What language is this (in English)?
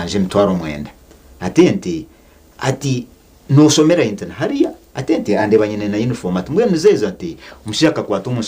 Nyankole